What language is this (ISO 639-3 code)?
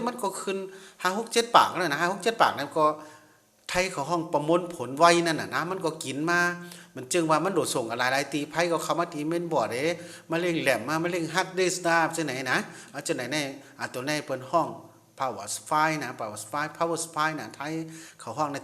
shn